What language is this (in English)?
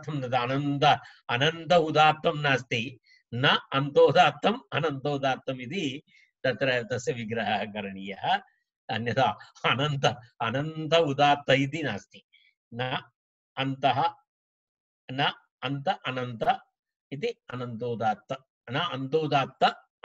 Sanskrit